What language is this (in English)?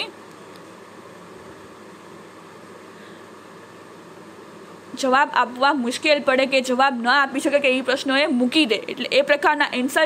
Gujarati